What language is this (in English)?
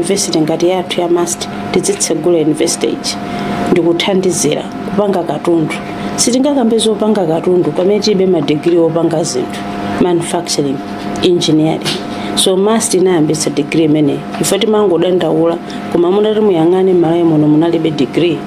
Nyanja